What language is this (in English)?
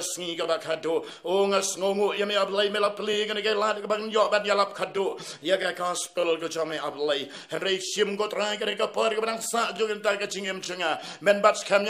Khasi